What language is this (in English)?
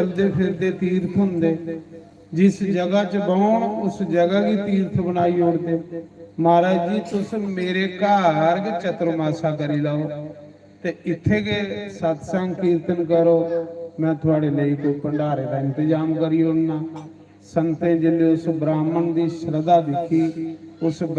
Dogri